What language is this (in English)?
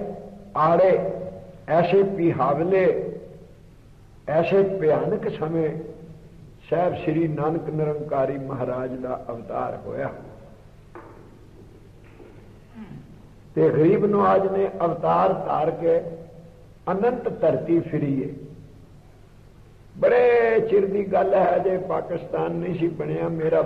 Punjabi